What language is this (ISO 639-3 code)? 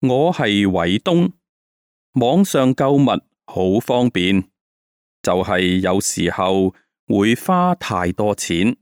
yue